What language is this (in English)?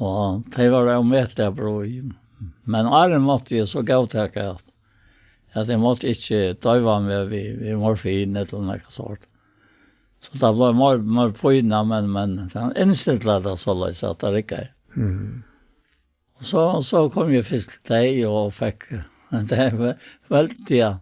Faroese